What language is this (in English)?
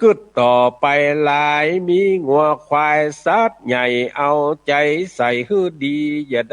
Northern Thai